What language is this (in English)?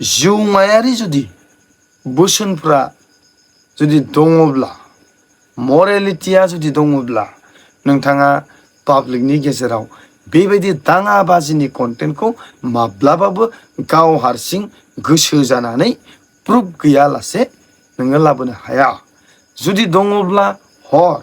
Bodo